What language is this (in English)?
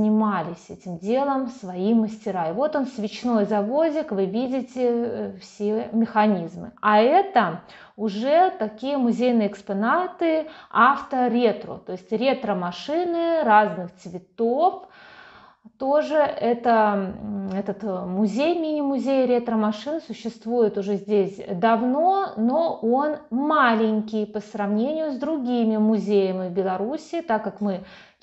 Russian